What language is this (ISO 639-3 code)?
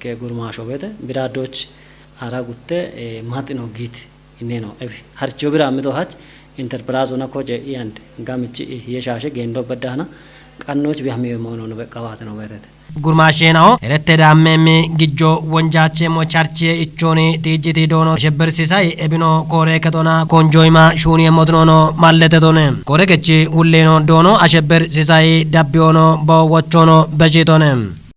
kbr